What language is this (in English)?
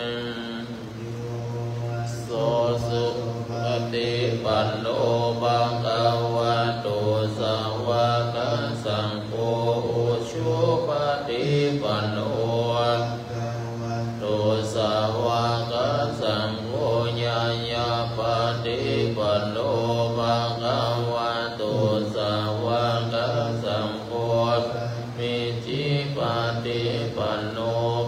Pali